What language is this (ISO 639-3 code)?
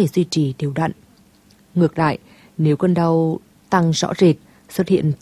vie